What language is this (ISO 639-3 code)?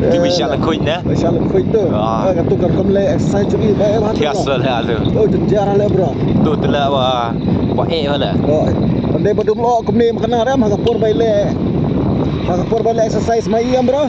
kha